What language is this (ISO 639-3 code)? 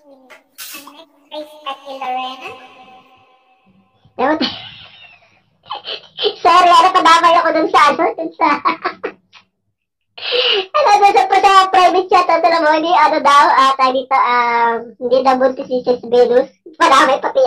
fil